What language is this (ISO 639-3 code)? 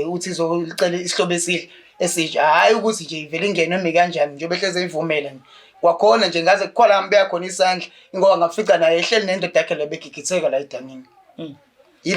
zul